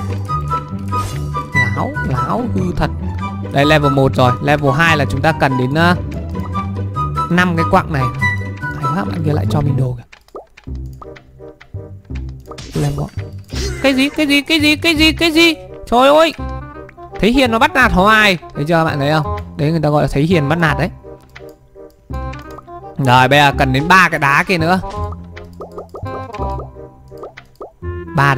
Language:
Vietnamese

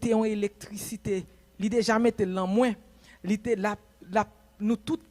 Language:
Haitian Creole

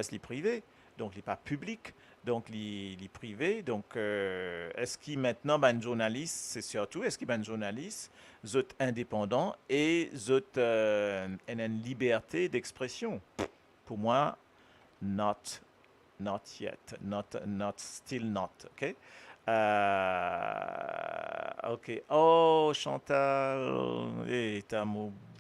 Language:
Morisyen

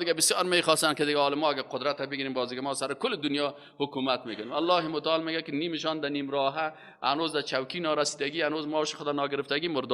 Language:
Persian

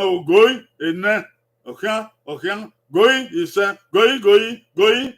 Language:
Bini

